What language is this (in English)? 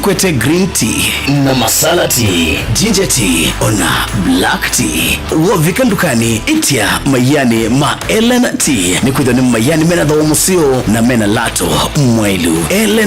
Kamba